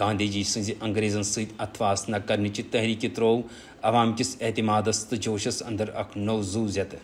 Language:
Kashmiri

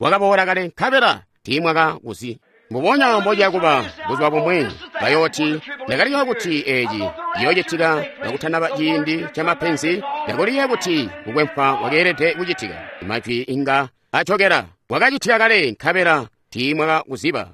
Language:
Tonga (Zambia)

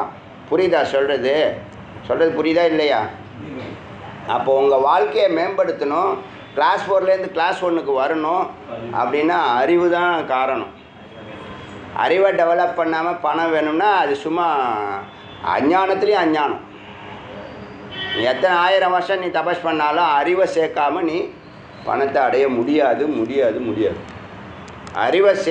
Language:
Tamil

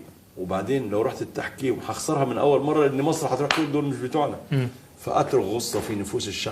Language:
Egyptian Arabic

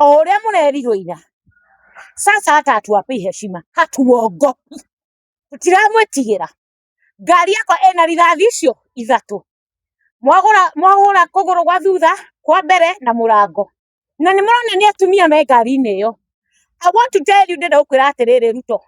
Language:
Kikuyu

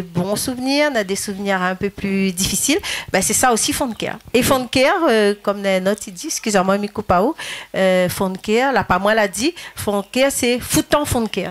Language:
Réunion Creole French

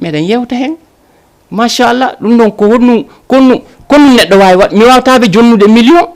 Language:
Fula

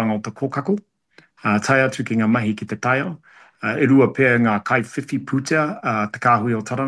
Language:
Māori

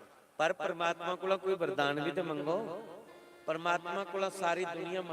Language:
Dogri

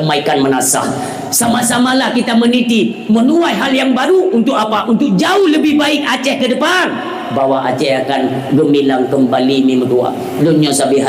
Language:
Achinese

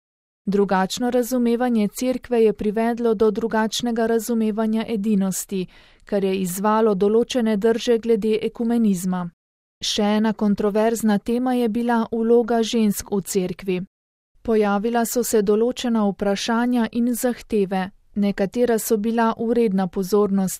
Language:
Slovenian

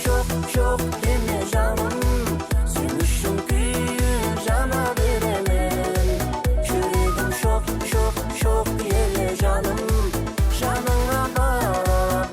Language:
Kara-Kalpak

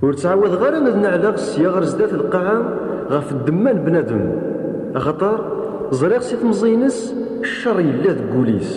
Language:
Kabyle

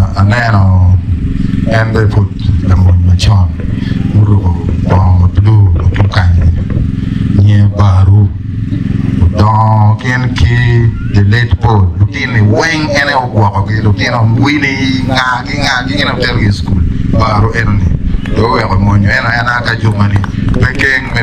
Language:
Acoli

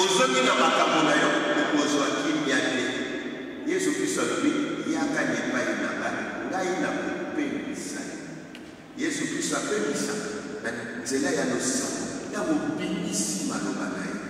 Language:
Lingala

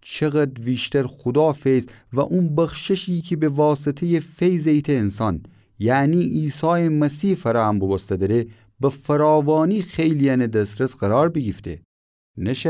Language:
Gilaki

